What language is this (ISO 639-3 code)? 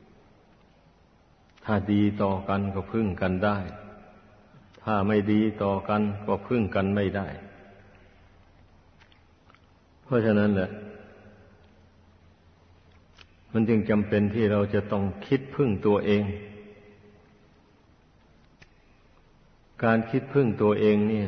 tha